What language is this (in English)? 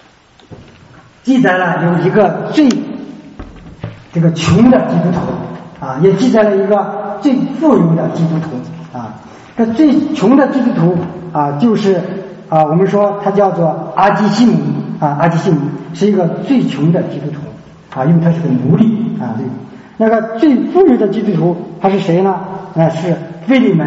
Chinese